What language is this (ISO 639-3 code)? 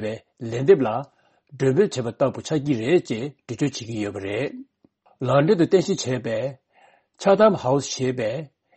bod